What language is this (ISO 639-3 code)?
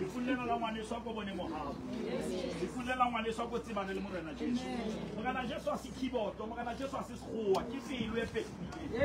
sot